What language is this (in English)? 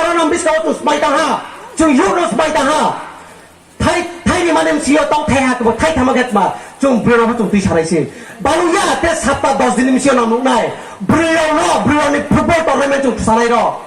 Riang (India)